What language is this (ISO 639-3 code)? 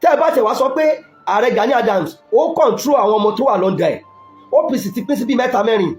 yor